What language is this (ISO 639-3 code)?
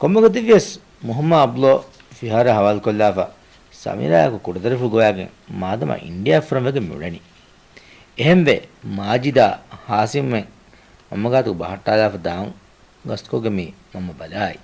div